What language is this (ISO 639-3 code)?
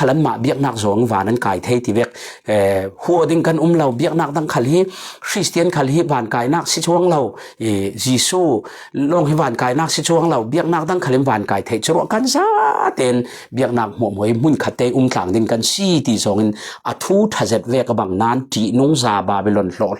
cfm